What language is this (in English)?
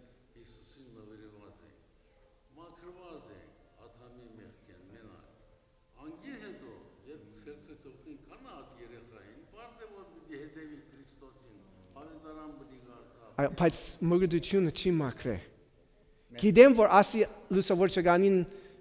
Western Armenian